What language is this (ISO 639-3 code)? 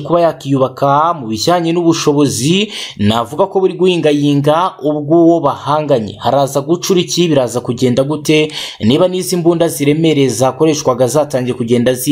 kin